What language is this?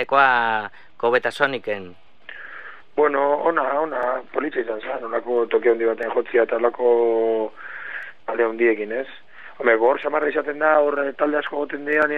Basque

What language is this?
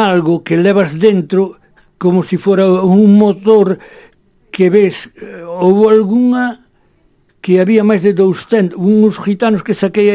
Galician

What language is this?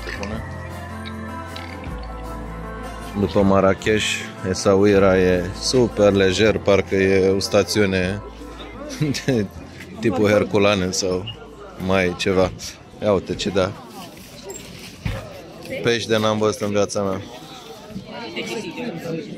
Romanian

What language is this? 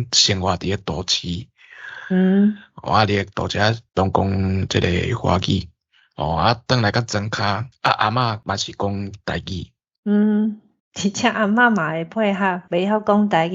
Min Nan Chinese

